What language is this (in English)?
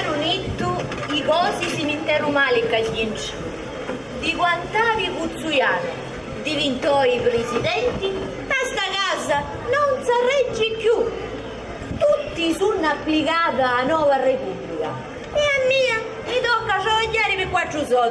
Sicilian